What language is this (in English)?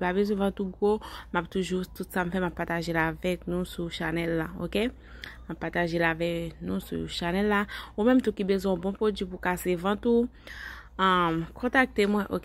Haitian Creole